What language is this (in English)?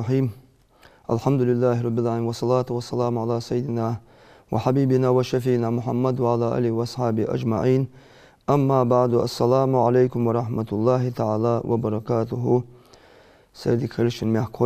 Ingush